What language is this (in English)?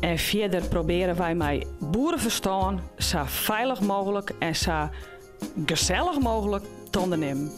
Western Frisian